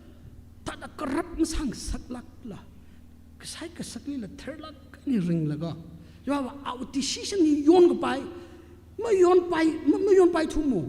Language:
Tangkhul Naga (India)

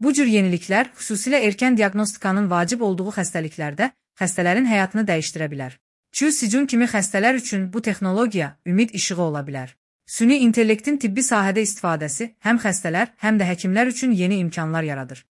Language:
Azerbaijani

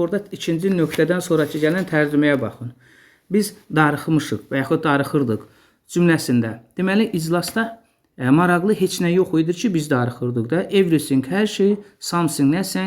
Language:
Azerbaijani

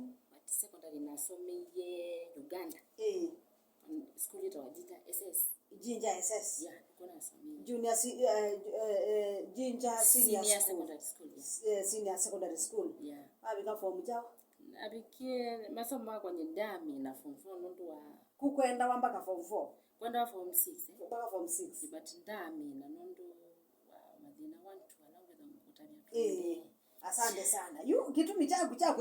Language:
Kamba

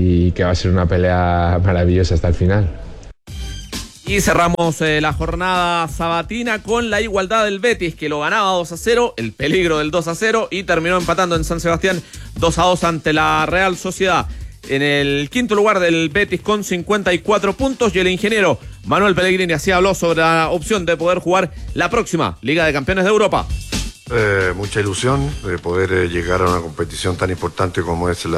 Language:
Spanish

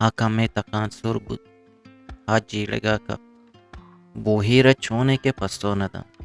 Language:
Eastern Balochi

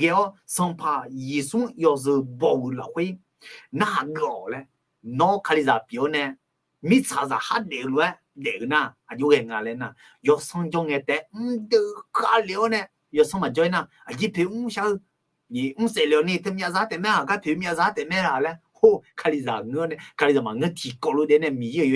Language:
Akha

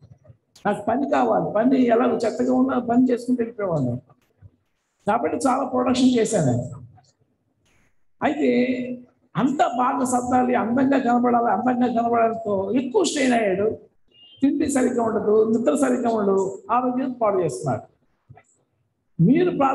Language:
Telugu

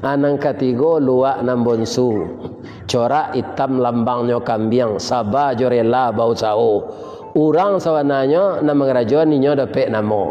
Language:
Minangkabau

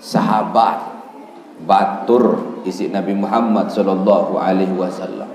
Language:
Sasak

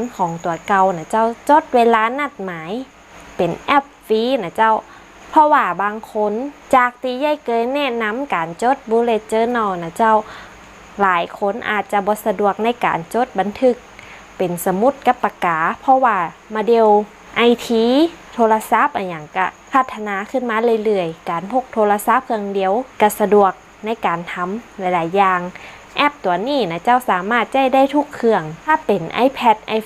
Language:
Northern Thai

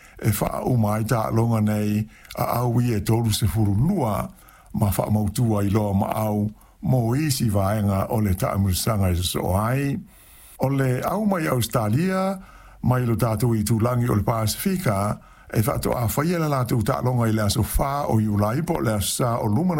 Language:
Samoan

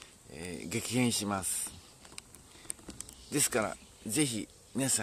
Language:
Japanese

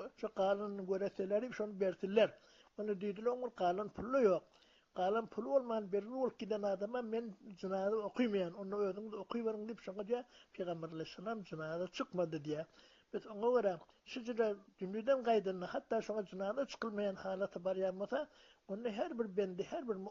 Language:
Turkmen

